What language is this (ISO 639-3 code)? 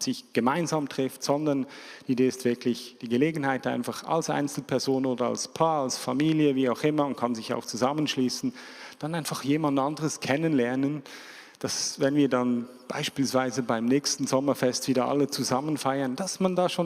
gsw